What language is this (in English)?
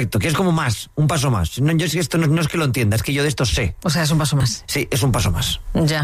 Spanish